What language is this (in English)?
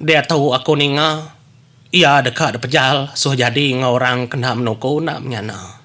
Iban